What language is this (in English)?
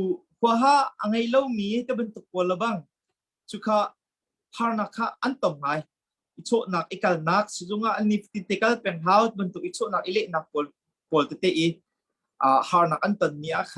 Hakha Chin